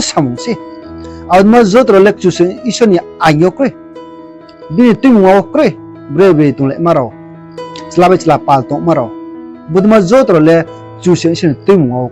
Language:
Riang (India)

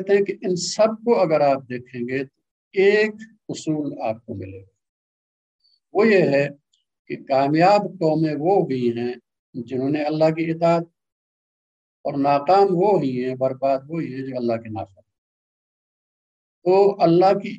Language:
Urdu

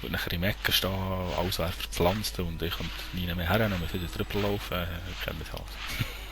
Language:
Swiss German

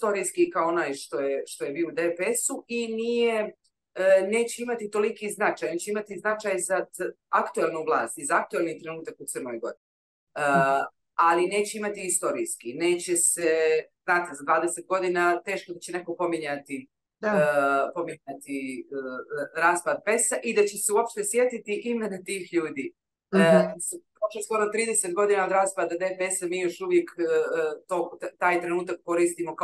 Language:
Serbian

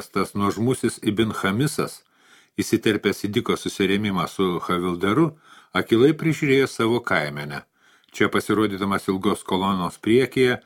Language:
Lithuanian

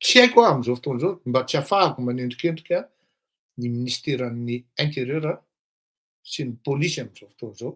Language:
Malagasy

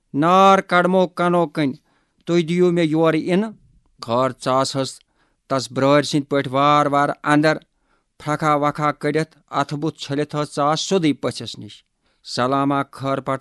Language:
Kashmiri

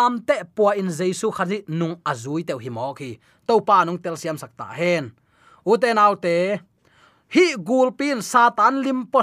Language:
Tedim Chin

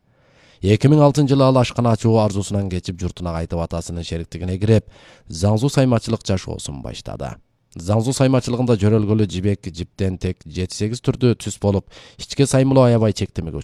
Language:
Kyrgyz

